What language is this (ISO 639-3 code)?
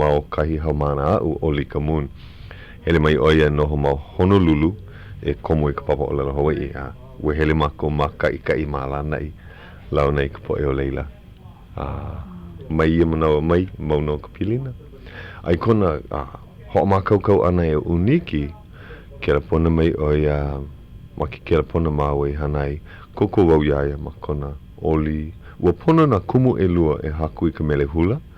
haw